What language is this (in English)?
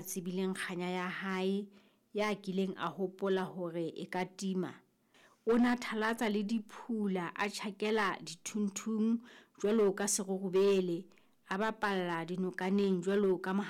Southern Sotho